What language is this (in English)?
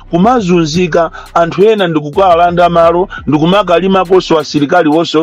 Nyanja